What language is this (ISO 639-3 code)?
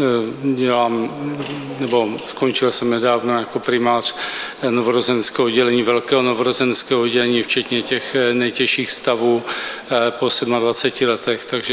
ces